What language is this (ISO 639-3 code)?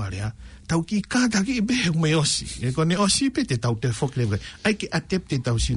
ton